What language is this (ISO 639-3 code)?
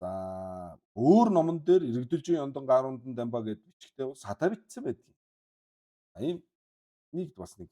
mon